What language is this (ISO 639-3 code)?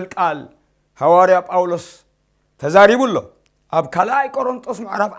tir